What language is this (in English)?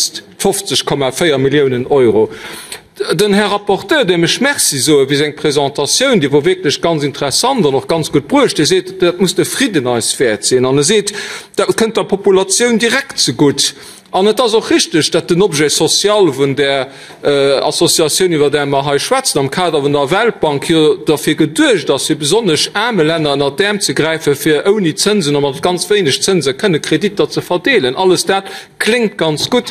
Luxembourgish